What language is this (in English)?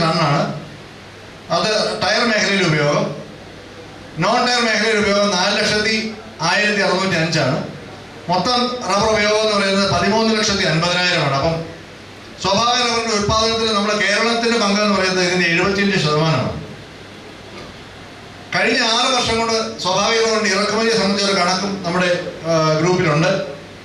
Malayalam